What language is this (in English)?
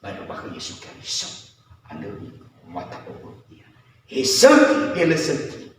Nias